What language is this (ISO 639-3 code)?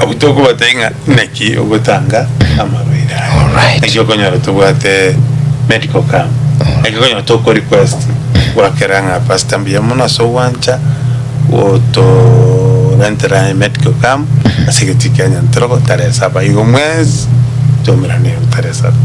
guz